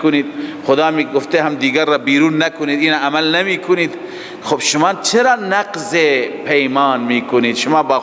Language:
Persian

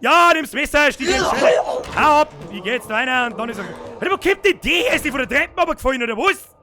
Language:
Bavarian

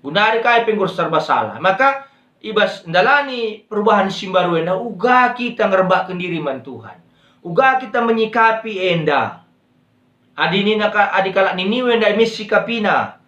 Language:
Batak Karo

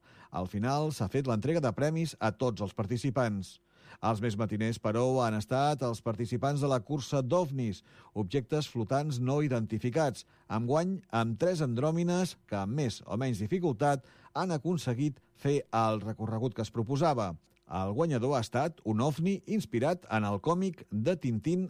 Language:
Catalan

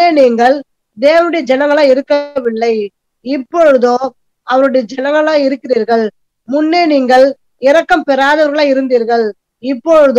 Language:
Tamil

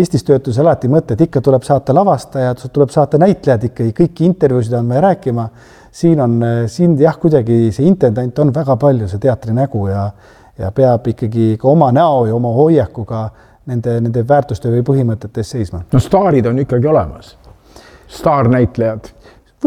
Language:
Estonian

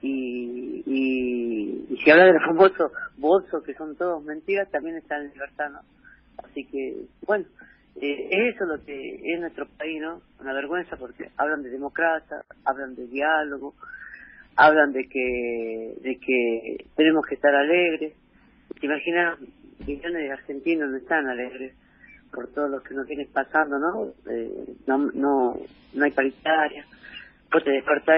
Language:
Spanish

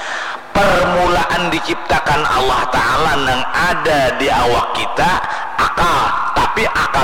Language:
Banjar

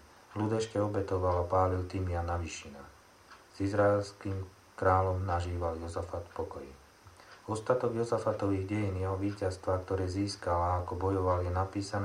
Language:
Slovak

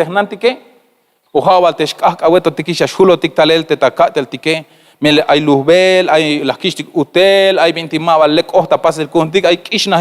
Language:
Tzeltal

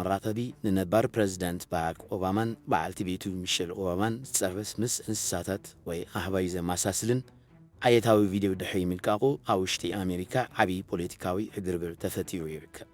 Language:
Tigrinya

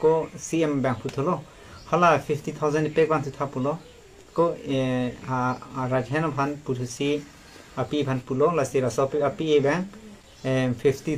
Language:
Karbi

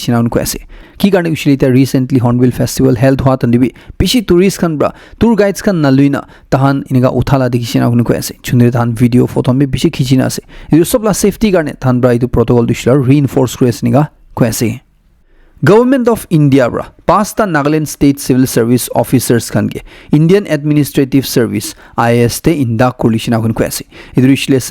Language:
Naga Pidgin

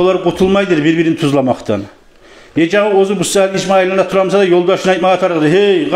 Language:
Kumyk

